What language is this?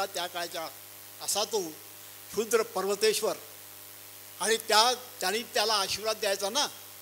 Marathi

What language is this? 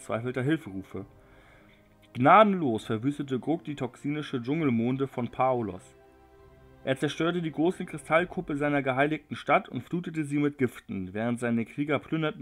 German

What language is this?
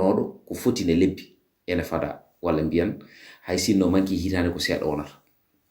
Fula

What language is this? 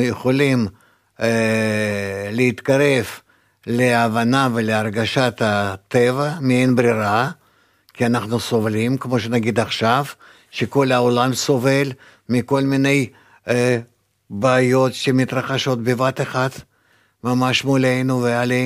Hebrew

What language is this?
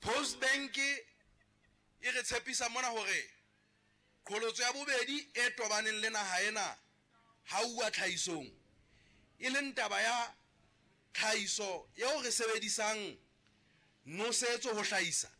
Southern Sotho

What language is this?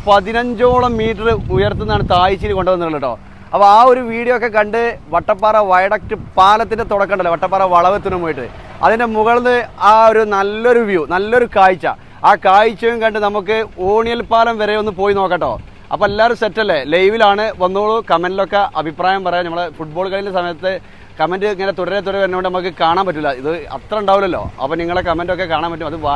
Malayalam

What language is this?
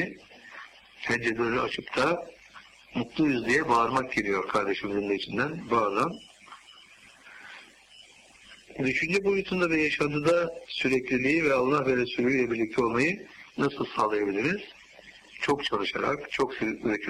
Turkish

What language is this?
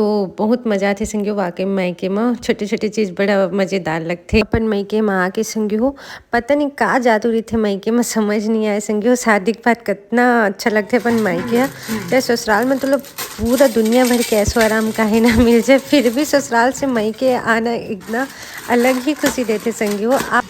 Chhattisgarhi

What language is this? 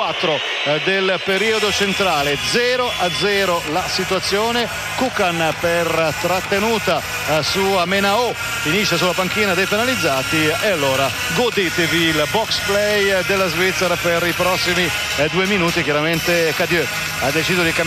Italian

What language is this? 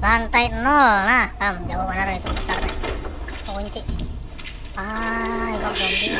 Banjar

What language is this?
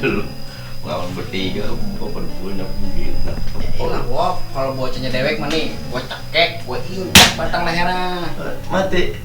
Betawi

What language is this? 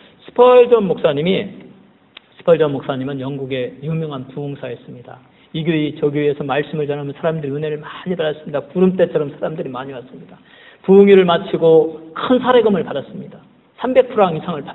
Korean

